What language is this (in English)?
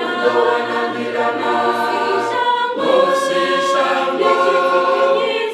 Venda